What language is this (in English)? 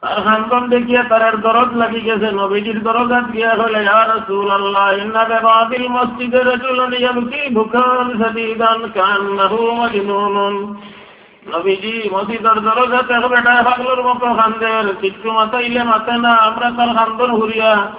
Sylheti